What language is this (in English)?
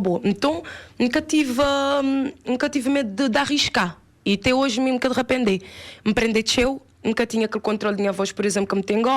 Kabuverdianu